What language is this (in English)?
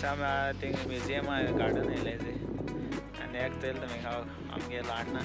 Konkani